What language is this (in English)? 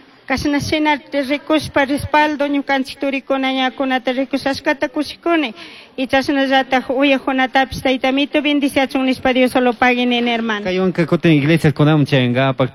Chimborazo Highland Quichua